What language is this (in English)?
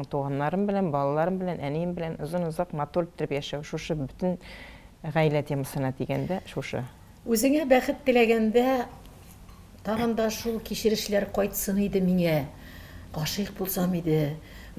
Tatar